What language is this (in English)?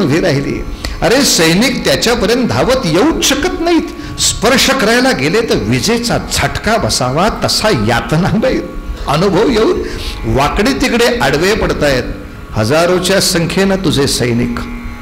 Marathi